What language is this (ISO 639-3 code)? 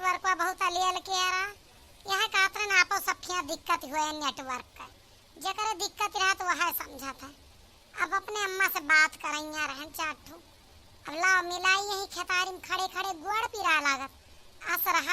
awa